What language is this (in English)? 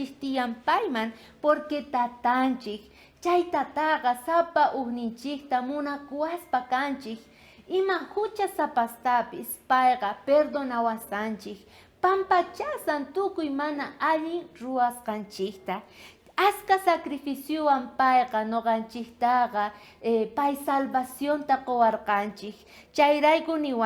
South Bolivian Quechua